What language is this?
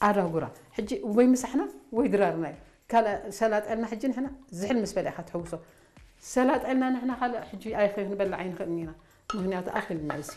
Tigrinya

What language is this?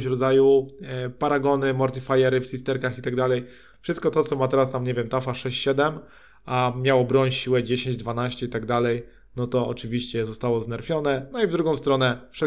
Polish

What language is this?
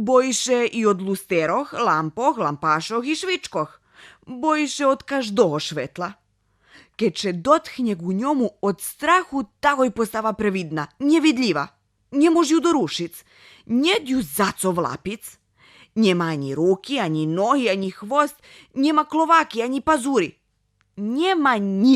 Rusyn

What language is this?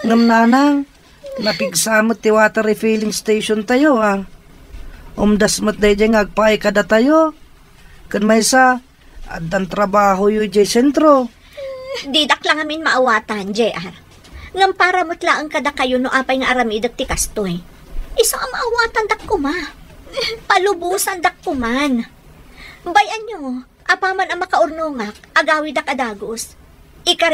Iloko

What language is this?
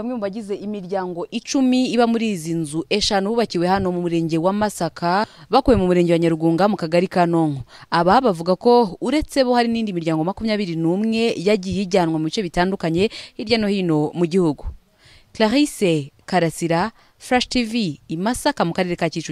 Kinyarwanda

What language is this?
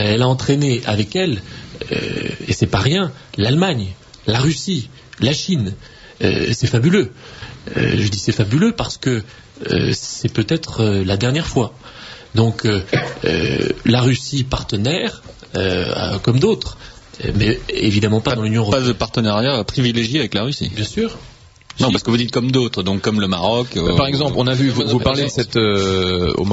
French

